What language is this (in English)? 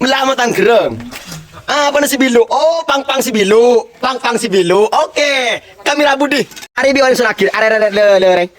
Madurese